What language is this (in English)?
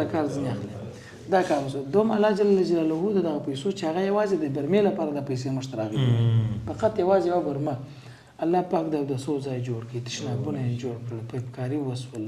Pashto